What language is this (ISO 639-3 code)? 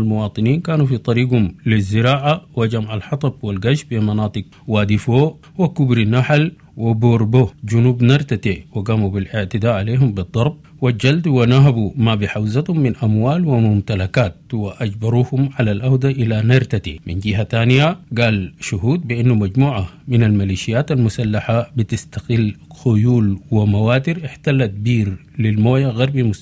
apd